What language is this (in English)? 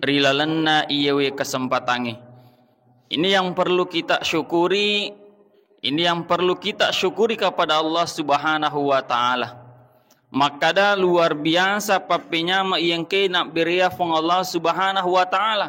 Buginese